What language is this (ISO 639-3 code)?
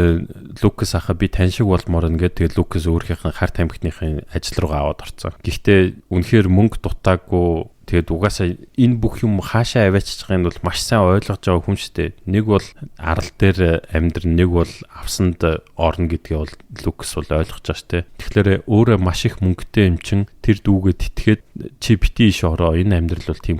mon